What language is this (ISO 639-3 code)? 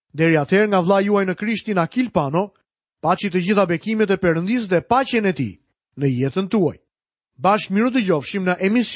sqi